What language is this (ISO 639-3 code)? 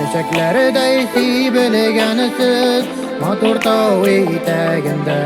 bak